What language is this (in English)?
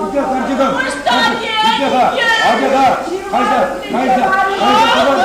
Chuvash